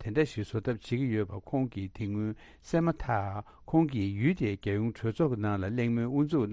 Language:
Tibetan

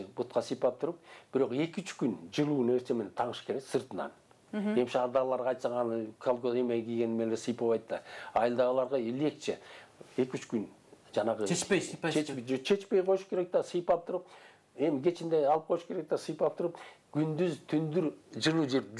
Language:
Kyrgyz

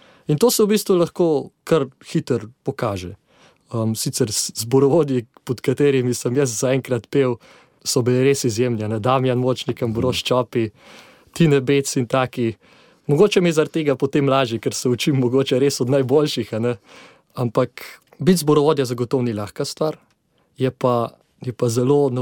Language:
Slovenian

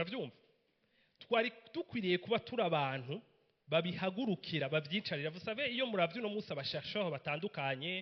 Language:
Rundi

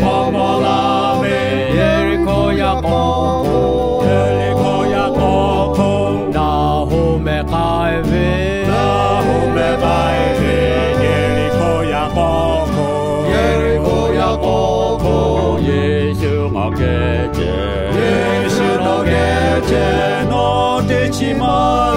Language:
Lahu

